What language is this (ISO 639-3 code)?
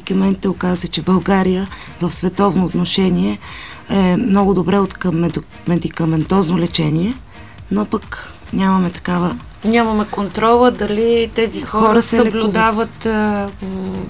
bul